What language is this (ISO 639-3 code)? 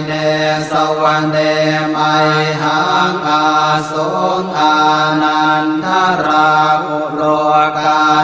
pli